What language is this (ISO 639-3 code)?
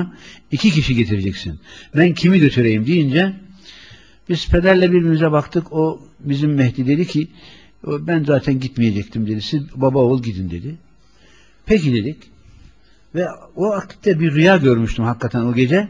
tur